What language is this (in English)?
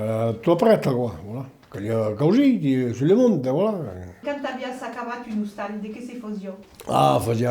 Occitan